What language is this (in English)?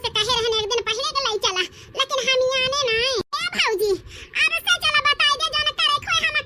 Awadhi